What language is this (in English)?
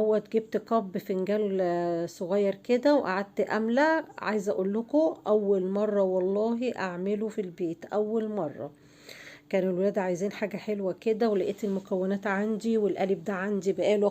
Egyptian Arabic